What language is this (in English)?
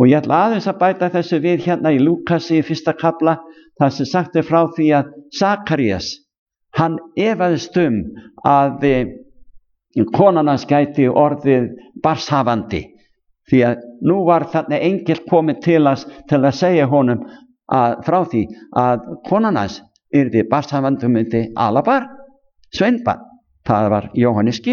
Icelandic